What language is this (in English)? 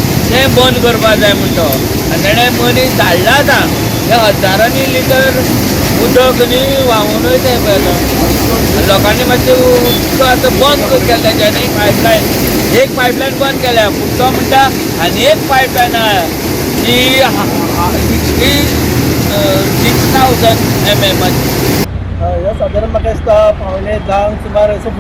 Konkani